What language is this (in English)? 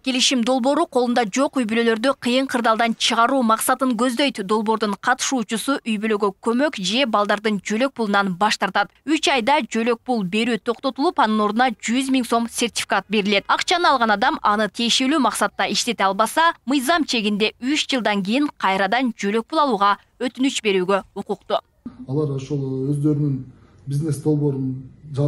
Kyrgyz